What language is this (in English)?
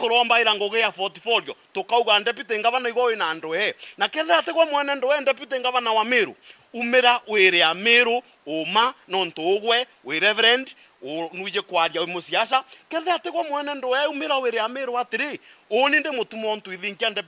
Meru